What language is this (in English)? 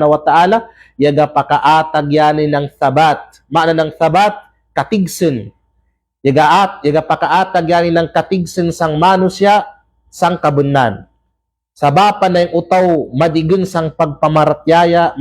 Kalagan